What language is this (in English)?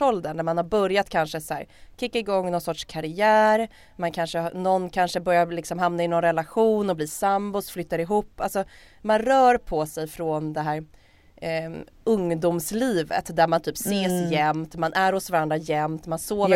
Swedish